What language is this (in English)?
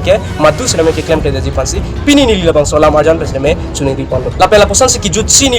Karbi